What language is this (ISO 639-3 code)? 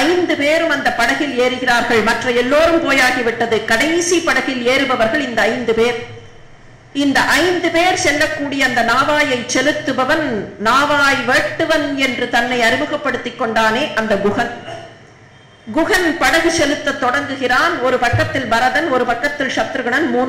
tam